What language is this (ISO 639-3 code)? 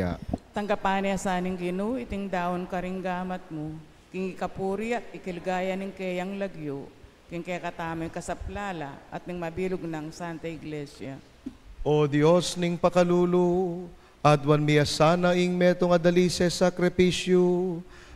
pam